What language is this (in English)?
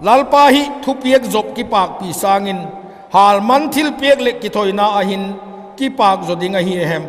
Vaiphei